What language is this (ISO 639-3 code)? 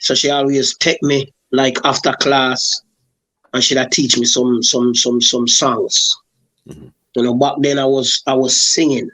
jam